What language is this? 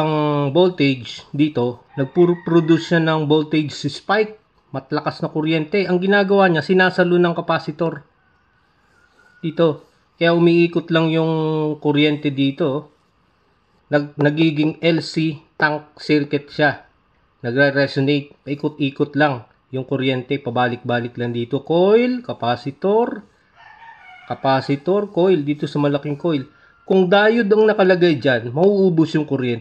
Filipino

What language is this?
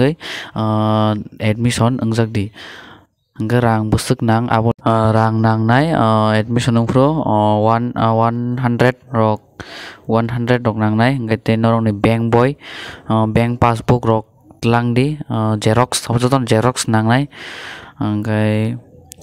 Kok Borok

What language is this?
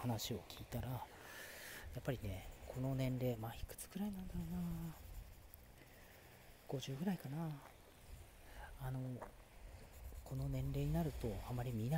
Japanese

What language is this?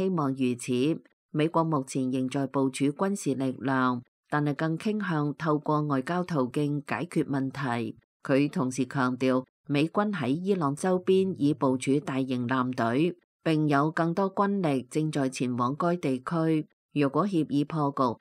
Cantonese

